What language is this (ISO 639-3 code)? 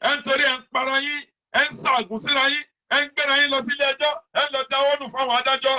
yor